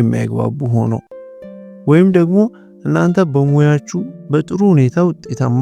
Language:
Amharic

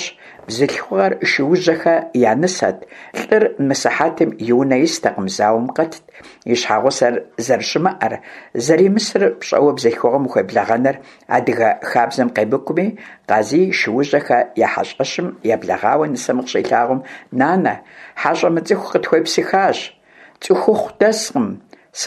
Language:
Kabardian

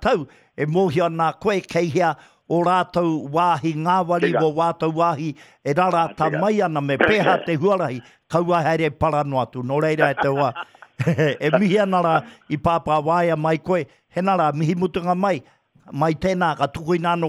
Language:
Māori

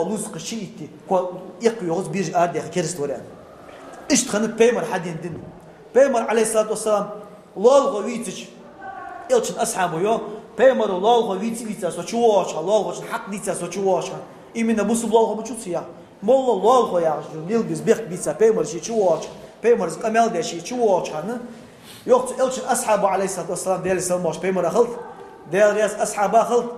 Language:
Ingush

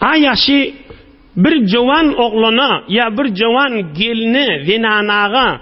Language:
Turkmen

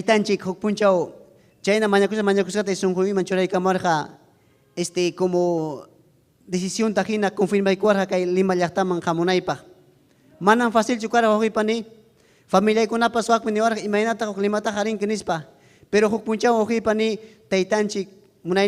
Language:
Ayacucho Quechua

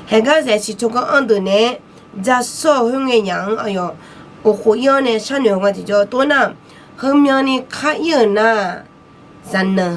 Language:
Akha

